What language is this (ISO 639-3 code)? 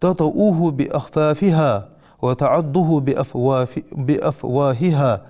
inh